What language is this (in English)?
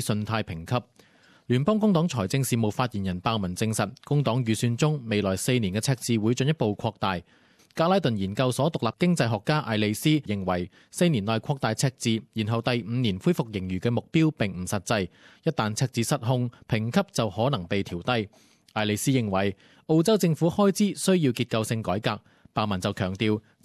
Cantonese